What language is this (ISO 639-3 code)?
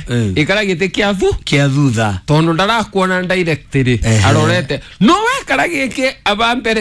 kik